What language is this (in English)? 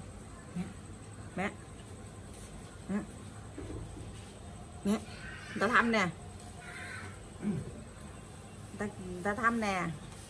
Vietnamese